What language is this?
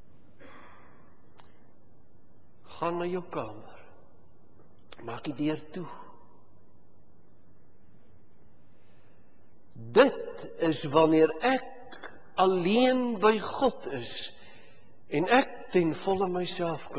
Afrikaans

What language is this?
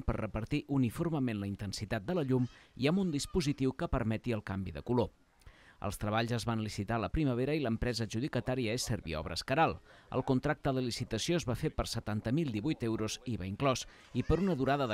Catalan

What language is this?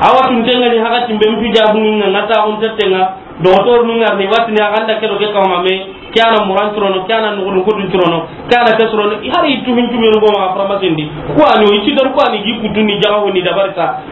Soninke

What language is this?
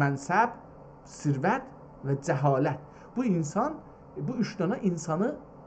South Azerbaijani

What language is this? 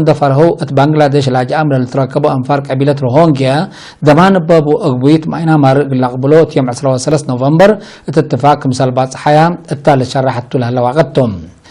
Tigre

